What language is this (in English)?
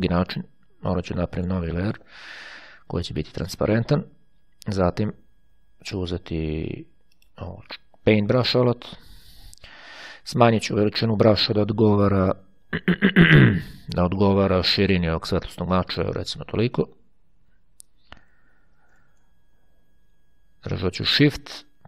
Croatian